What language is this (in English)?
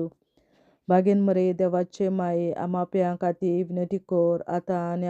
Konkani